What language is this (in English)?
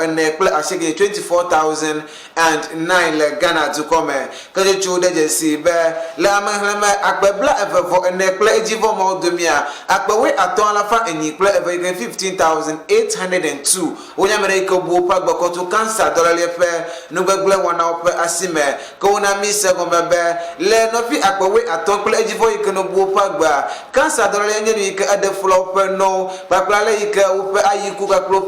Ewe